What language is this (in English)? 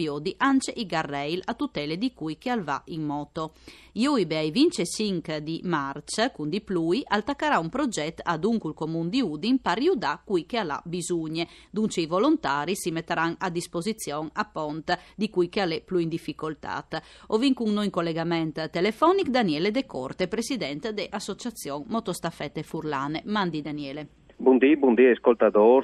Friulian